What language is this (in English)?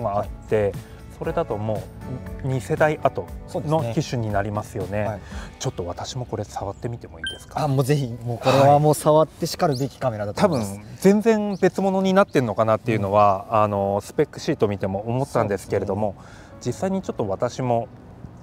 Japanese